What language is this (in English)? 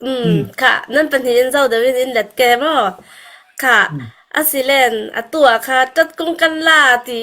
Falam Chin